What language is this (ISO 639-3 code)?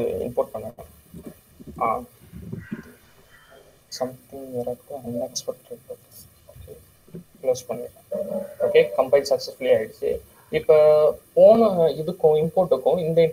tam